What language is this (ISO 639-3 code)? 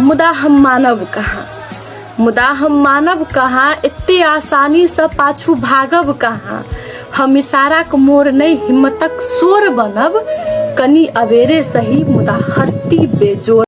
mai